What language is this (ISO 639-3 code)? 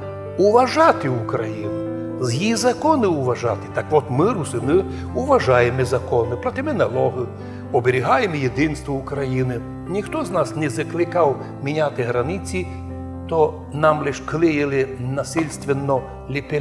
rue